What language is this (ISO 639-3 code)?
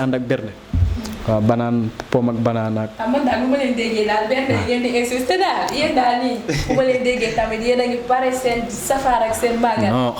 wol